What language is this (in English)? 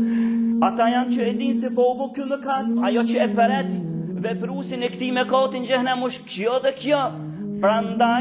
Albanian